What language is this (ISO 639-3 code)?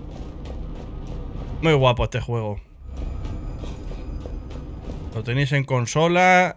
spa